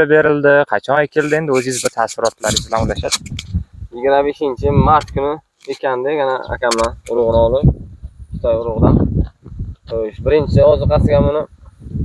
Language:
Uzbek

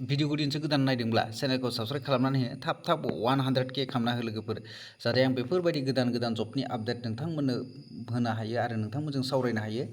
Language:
Bodo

